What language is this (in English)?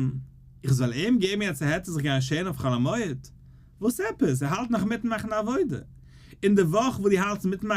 Yiddish